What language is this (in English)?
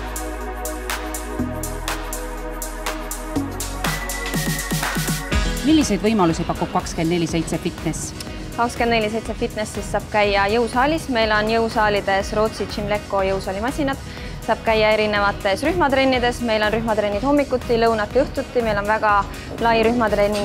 Estonian